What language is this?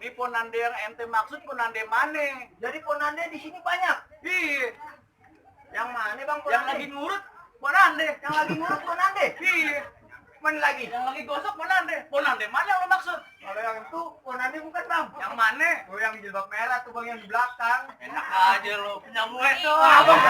Betawi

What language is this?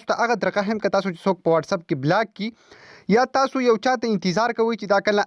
Pashto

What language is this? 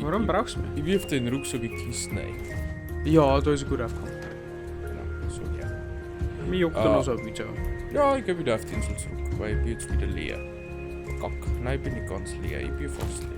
Bavarian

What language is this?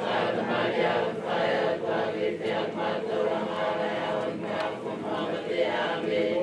Tongan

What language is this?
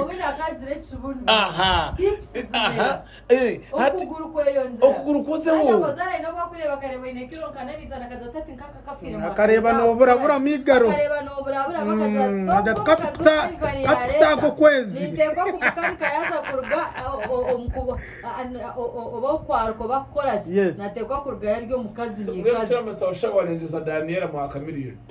Nyankole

